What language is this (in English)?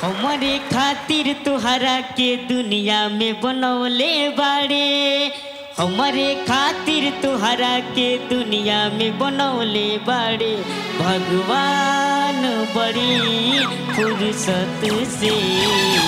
Bhojpuri